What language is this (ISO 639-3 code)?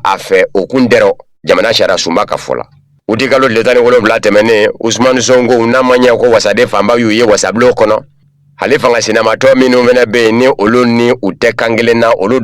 bam